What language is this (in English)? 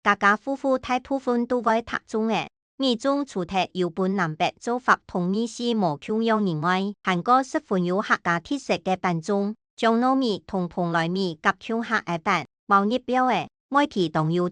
Hakka Chinese